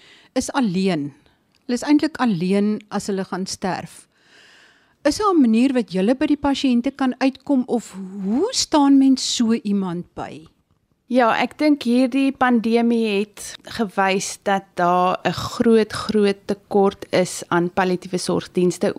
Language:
Afrikaans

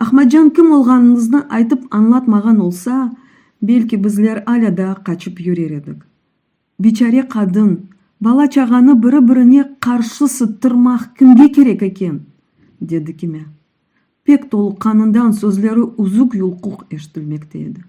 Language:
Crimean Tatar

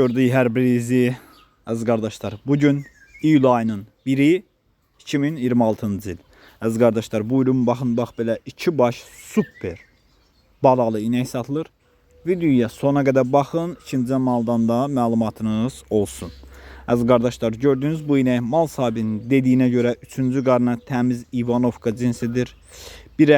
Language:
Azerbaijani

